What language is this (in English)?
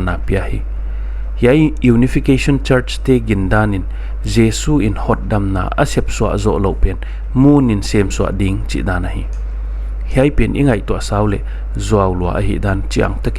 Paite Chin